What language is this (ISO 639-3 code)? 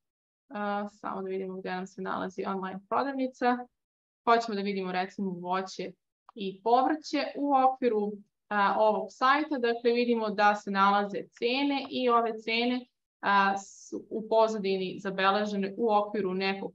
srp